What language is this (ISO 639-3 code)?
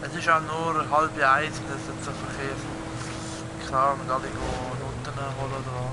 gsw